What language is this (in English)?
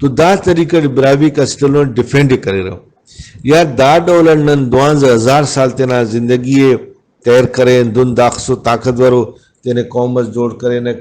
Brahui